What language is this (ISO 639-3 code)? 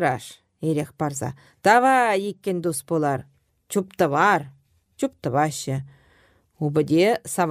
chv